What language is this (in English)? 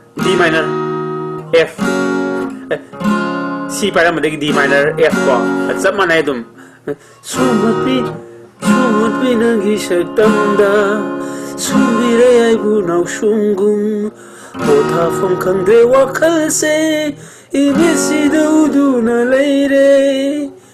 Manipuri